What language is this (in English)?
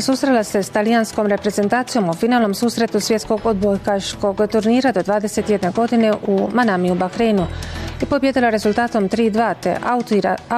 Bosnian